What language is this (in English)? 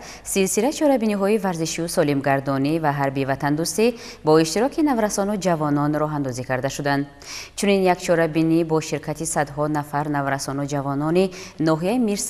Tajik